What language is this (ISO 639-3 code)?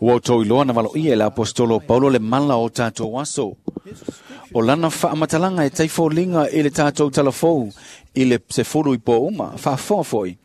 smo